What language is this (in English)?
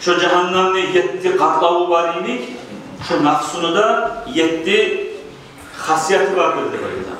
Kumyk